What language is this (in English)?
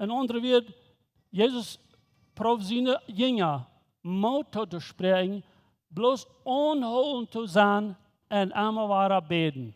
Plautdietsch